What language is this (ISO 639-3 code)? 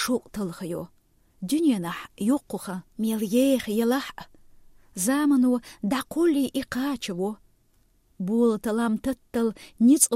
che